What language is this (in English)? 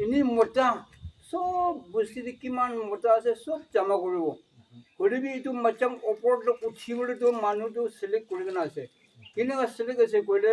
Naga Pidgin